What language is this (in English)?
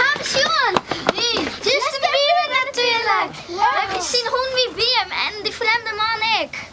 Western Frisian